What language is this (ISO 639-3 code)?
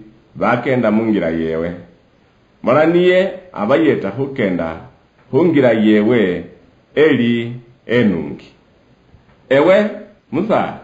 luy